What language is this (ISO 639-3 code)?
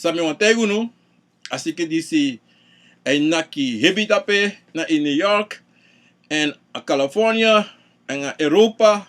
srn